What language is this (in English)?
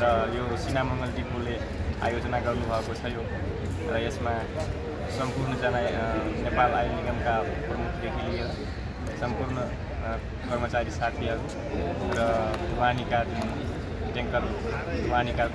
Nepali